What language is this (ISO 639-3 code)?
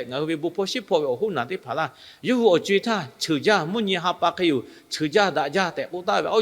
lhu